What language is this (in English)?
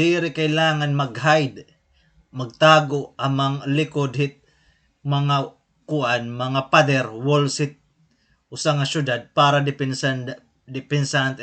Waray